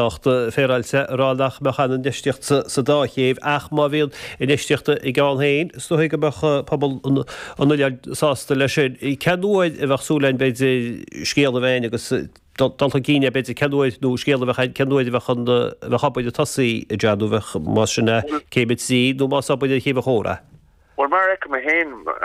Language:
Irish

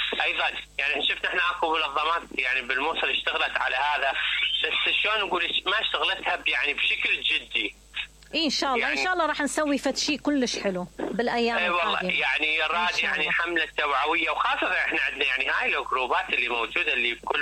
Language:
Mesopotamian Arabic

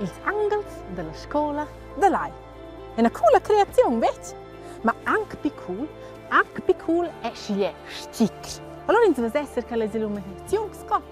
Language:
Romansh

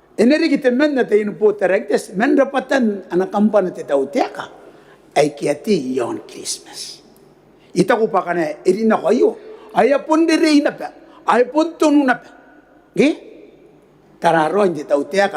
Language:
Gilbertese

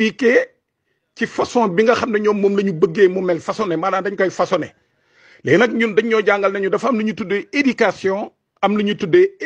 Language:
Wolof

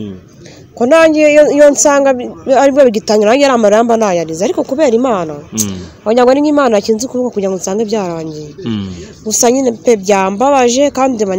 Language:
Kinyarwanda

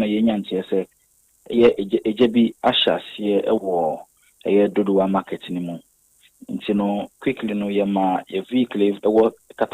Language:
Akan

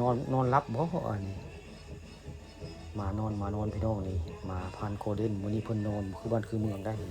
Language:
Northeastern Thai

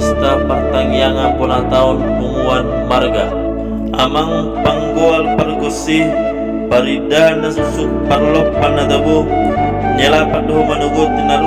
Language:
Batak Toba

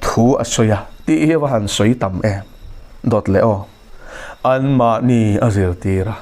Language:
Mizo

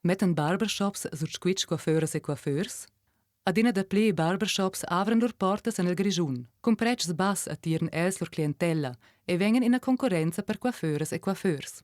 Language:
Romansh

